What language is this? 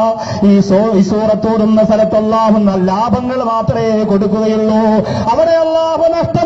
Malayalam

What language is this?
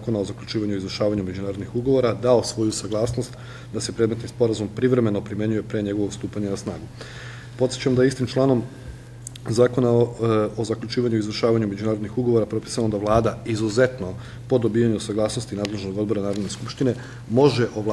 Serbian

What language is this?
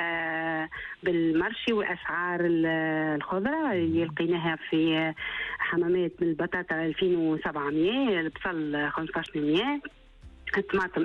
Tunisian Arabic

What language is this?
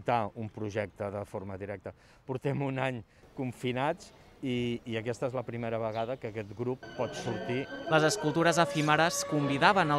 Catalan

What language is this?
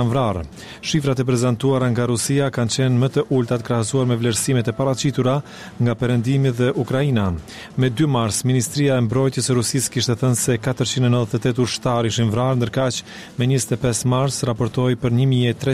Albanian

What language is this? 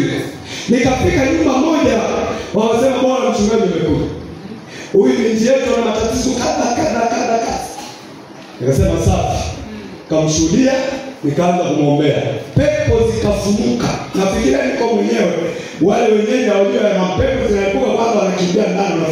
Swahili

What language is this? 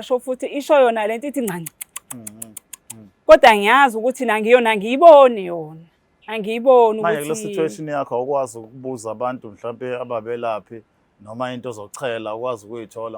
Zulu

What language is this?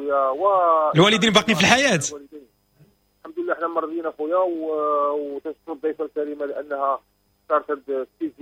Moroccan Arabic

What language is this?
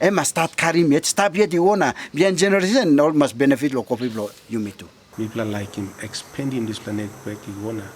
Tok Pisin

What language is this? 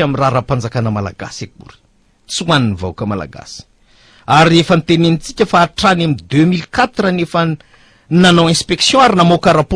Malagasy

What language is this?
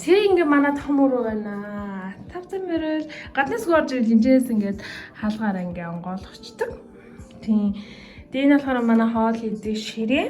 Mongolian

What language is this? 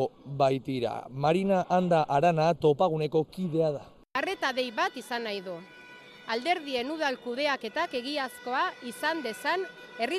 Basque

